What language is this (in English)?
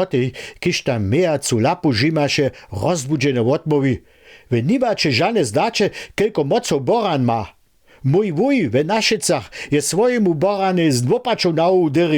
Upper Sorbian